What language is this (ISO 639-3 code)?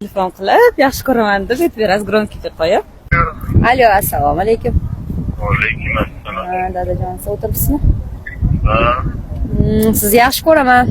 uzb